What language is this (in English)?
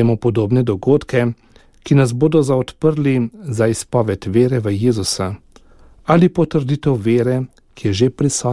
Slovenian